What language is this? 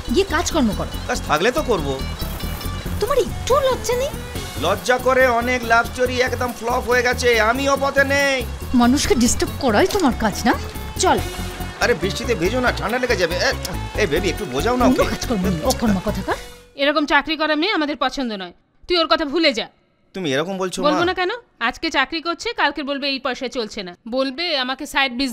Bangla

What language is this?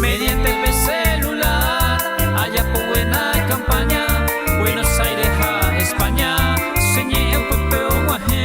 Guarani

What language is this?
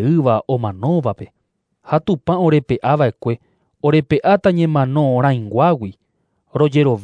Guarani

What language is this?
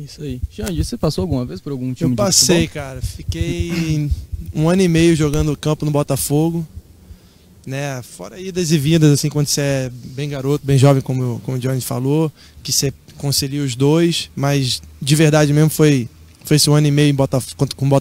Portuguese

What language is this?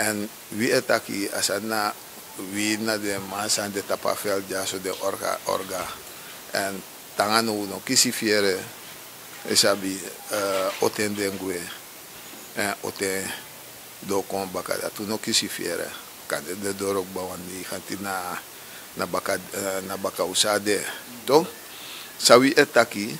Sranan Tongo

